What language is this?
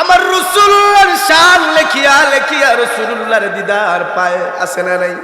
Sylheti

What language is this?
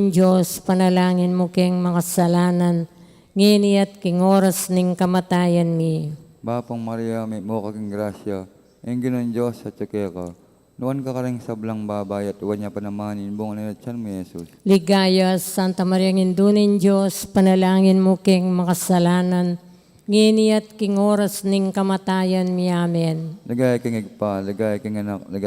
Pampanga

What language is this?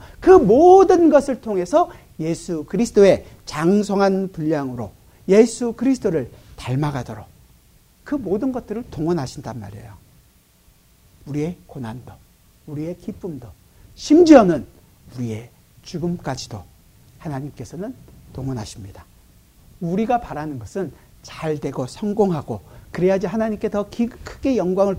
Korean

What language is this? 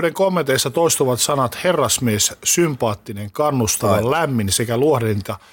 Finnish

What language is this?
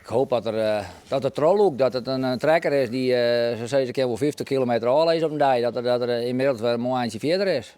Western Frisian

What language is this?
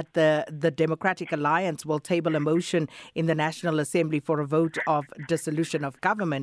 English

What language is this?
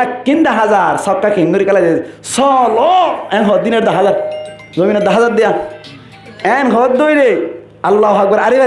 Rohingya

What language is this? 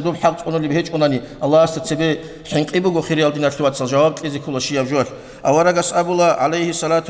Avaric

